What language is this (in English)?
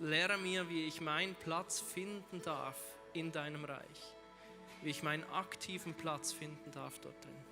Swiss German